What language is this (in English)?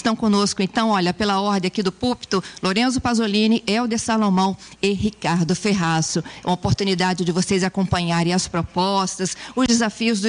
Portuguese